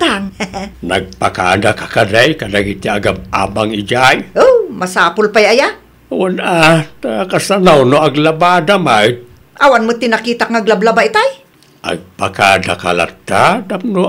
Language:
Iloko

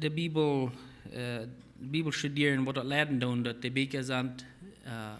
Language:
Plautdietsch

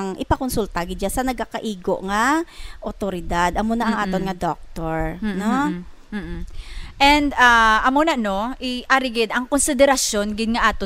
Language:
Hiligaynon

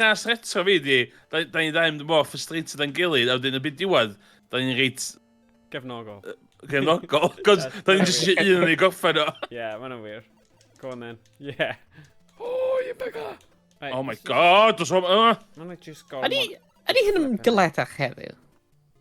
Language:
Welsh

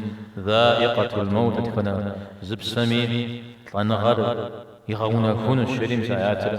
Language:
Kabardian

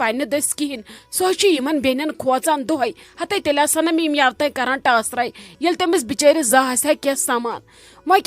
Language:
Kashmiri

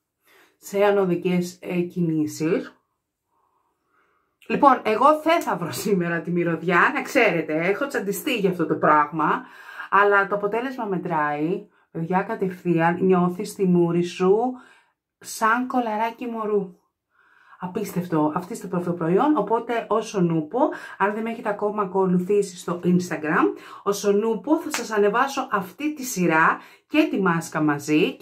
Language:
Greek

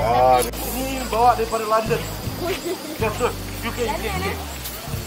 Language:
Malay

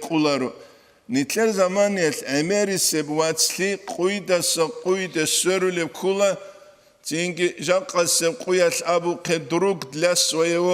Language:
Avaric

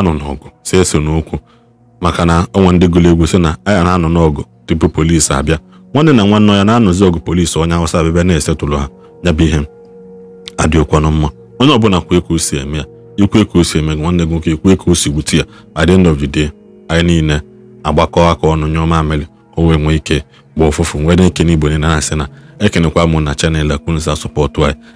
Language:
Igbo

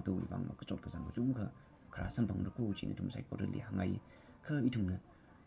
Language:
Tangkhul Naga (India)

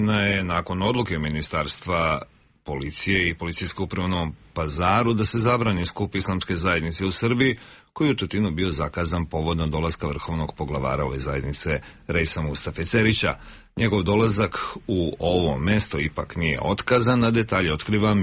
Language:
Serbian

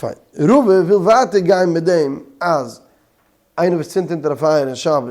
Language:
Yiddish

